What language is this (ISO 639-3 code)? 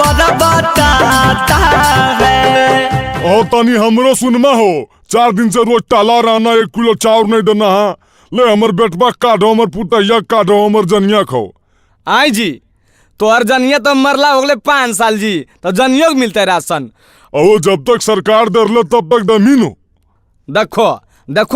mag